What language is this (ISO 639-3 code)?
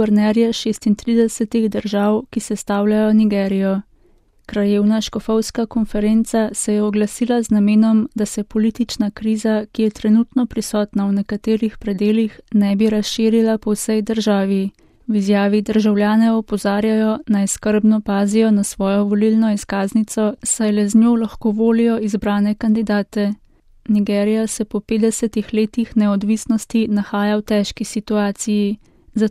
slv